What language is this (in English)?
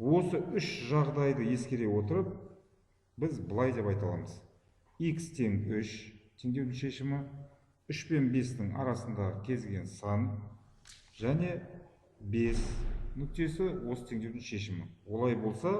Kazakh